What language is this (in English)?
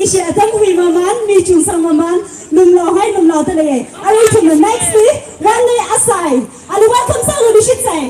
Tangkhul Naga (India)